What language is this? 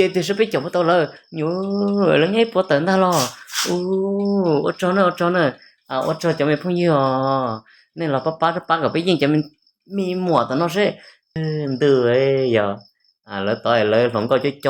Hmong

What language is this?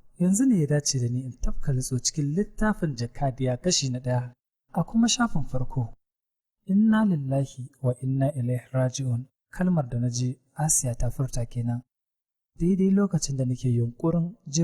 Hausa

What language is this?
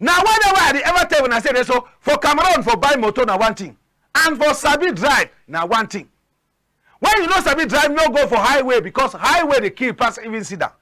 Cameroon Pidgin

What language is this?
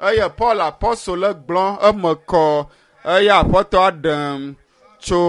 Ewe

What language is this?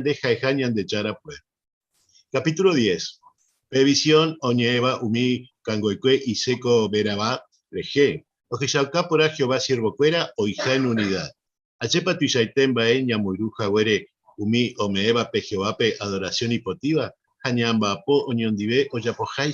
Guarani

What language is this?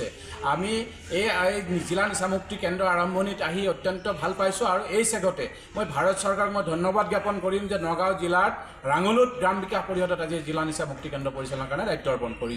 Assamese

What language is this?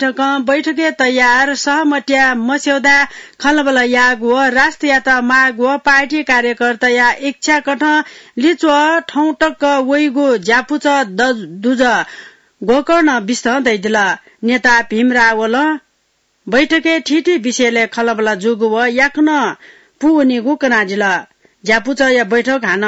Newari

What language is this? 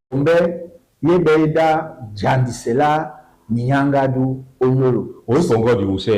Duala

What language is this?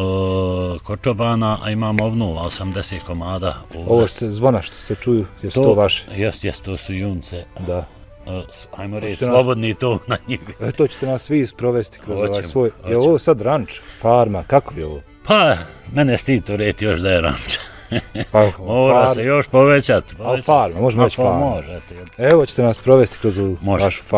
Bosnian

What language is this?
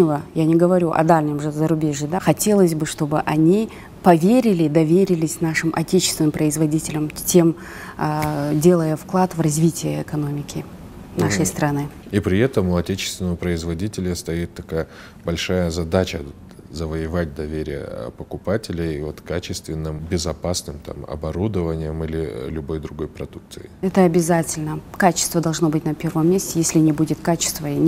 Russian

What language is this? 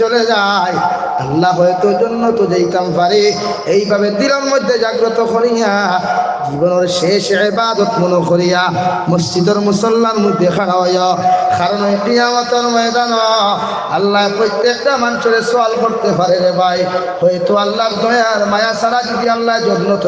Sylheti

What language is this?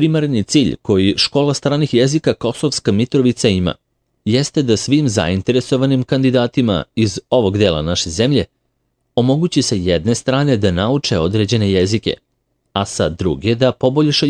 Serbian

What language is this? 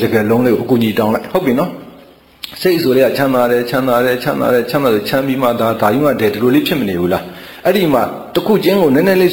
Burmese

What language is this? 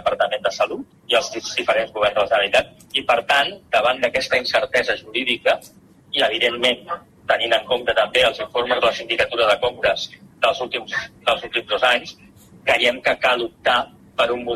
Catalan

